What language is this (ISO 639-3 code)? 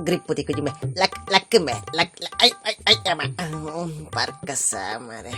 tcy